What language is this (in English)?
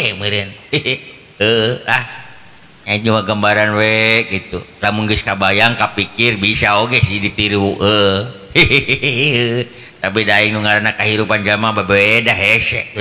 Sundanese